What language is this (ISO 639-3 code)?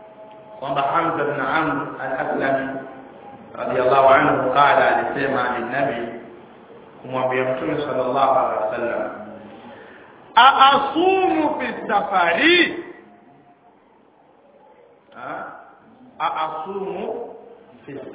swa